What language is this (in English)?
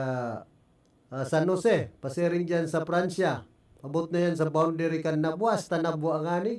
Bikol